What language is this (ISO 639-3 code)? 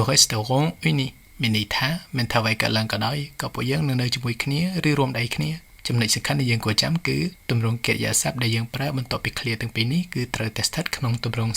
khm